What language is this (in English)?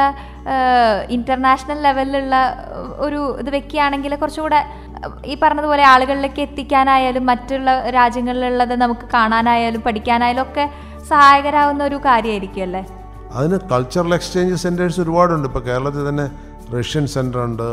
Malayalam